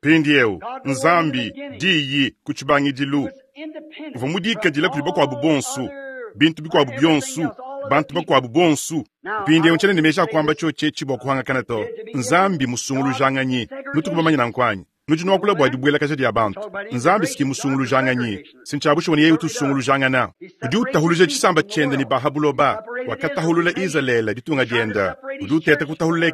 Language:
Luba-Lulua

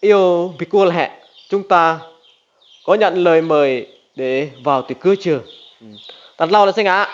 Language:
Rade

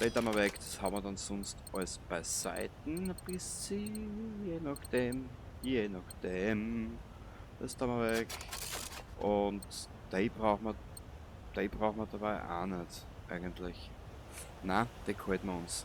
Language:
Bavarian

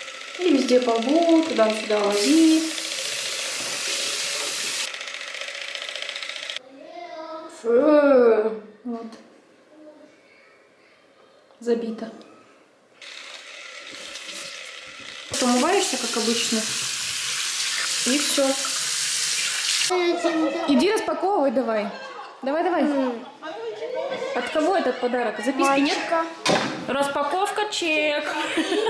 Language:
Russian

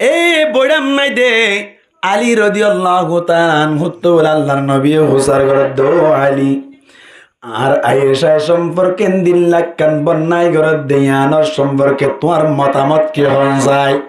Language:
Rohingya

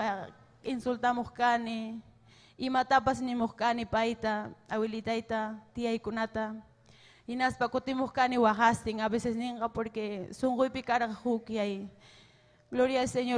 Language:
Ayacucho Quechua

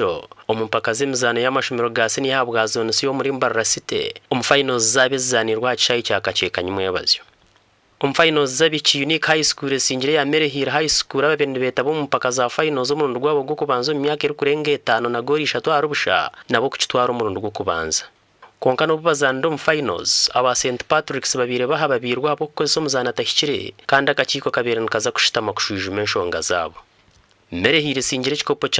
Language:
Nyankole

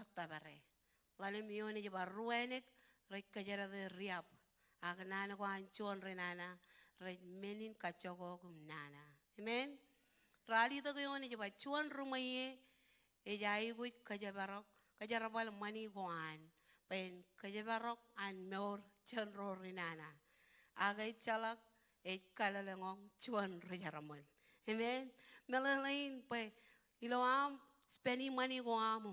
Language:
Marshallese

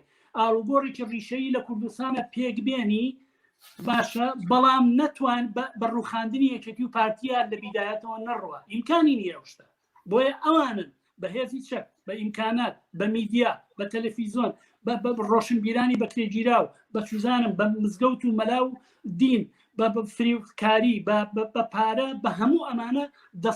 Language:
Central Kurdish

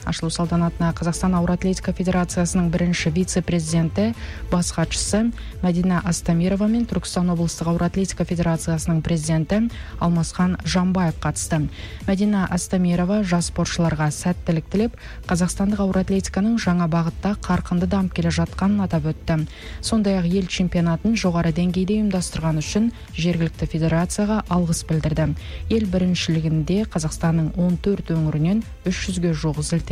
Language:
Kazakh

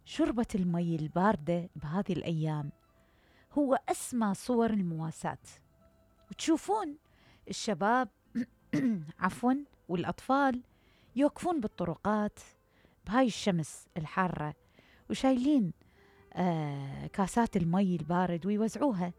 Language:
Mesopotamian Arabic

